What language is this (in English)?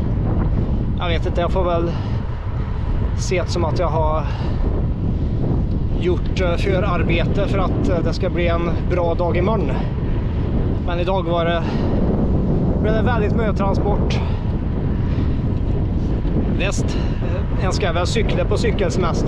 Swedish